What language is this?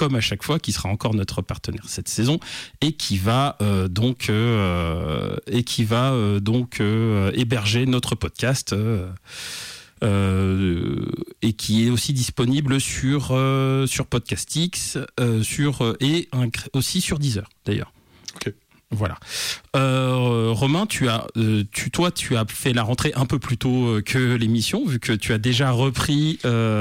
French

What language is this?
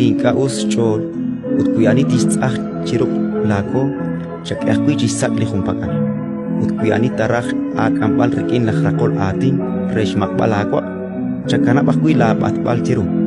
Kekchí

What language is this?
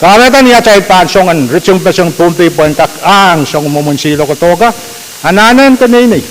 Pohnpeian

